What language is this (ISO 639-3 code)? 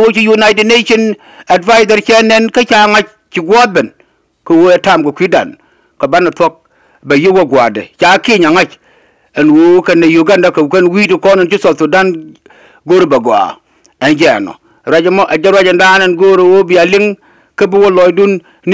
nus